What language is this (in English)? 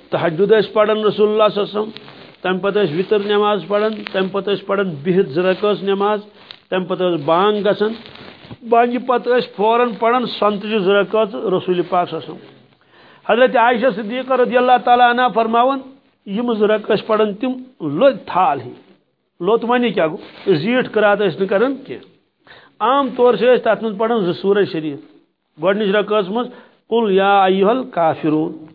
Kashmiri